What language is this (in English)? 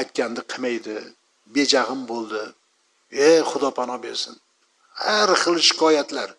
Uzbek